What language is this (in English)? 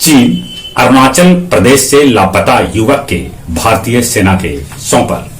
Magahi